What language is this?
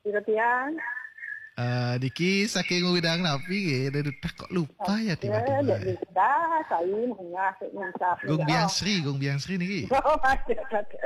Balinese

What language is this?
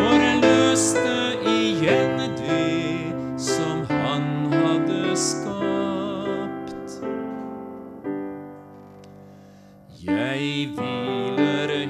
Norwegian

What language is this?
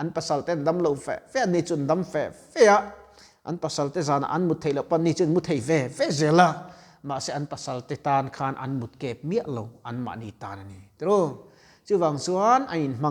Mizo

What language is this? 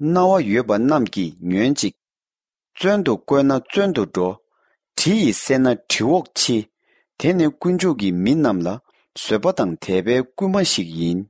Tibetan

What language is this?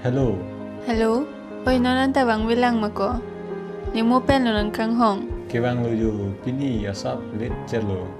Karbi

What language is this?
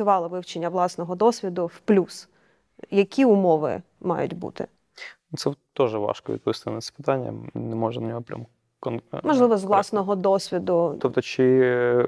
Ukrainian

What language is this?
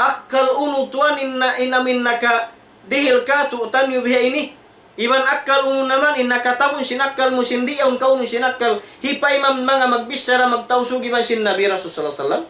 Tausug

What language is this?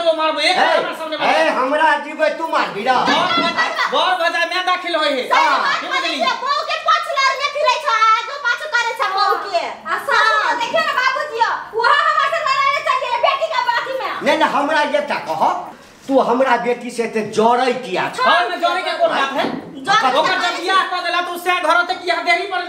Maithili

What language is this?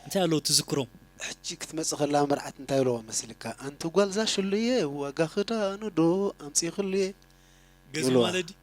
Tigrinya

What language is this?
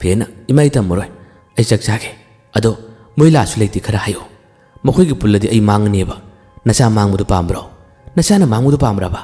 Manipuri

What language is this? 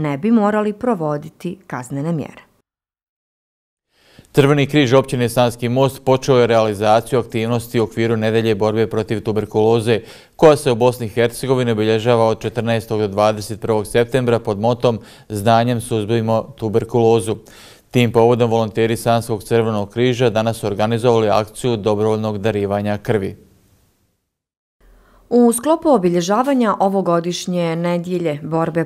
Bosnian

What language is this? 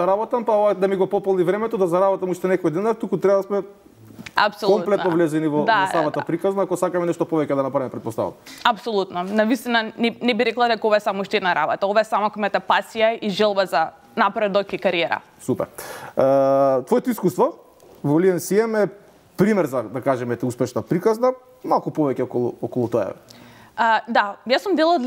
Macedonian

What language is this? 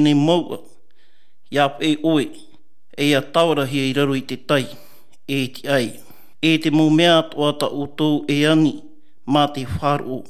Tahitian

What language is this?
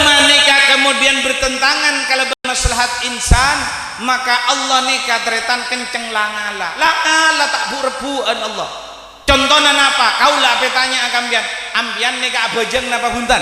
Madurese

